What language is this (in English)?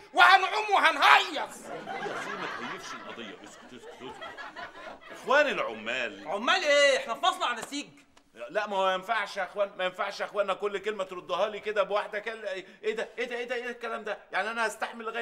Egyptian Arabic